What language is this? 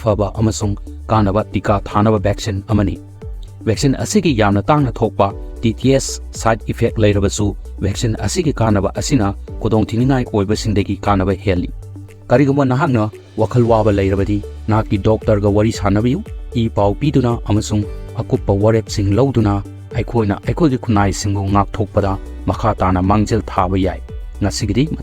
Manipuri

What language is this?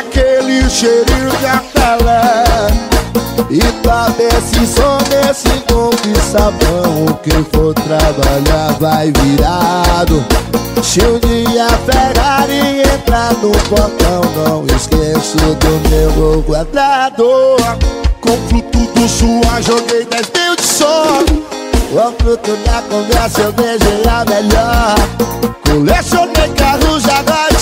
Portuguese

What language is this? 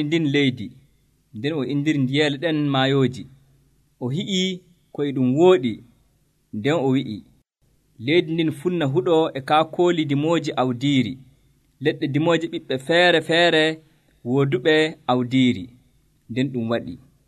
Nigerian Fulfulde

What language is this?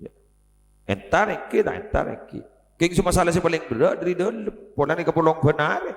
Madurese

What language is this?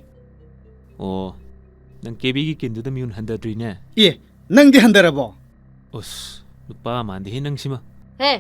Manipuri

